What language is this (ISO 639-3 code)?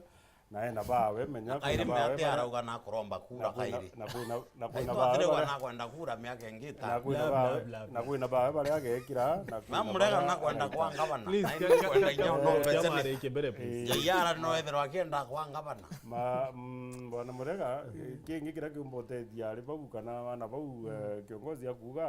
mer